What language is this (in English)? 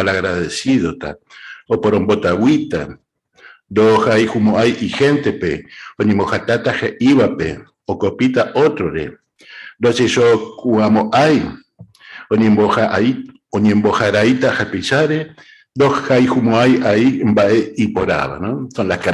Guarani